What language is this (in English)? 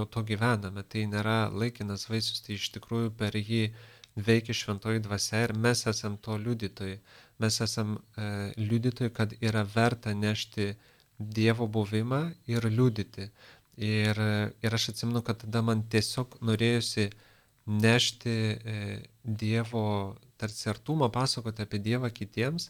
Lithuanian